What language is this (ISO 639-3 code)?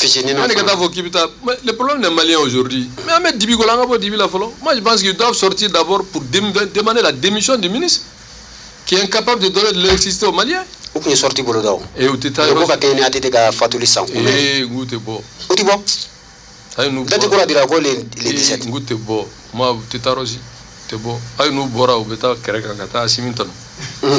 bam